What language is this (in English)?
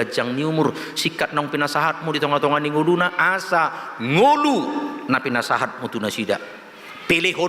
Batak Toba